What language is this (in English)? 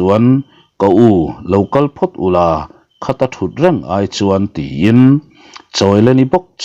Mizo